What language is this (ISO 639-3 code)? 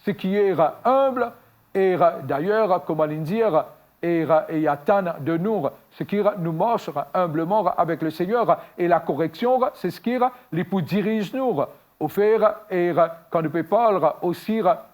mfe